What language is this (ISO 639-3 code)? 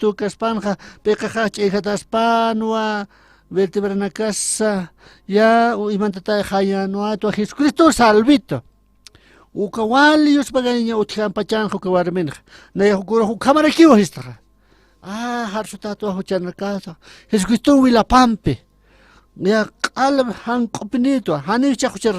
aym